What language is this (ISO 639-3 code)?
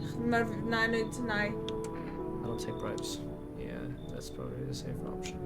gsw